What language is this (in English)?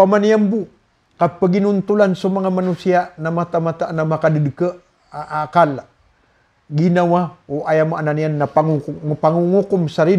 Maranao